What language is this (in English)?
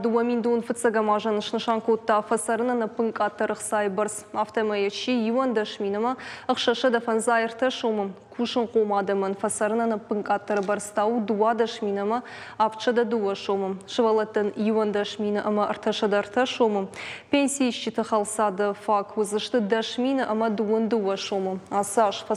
Ossetic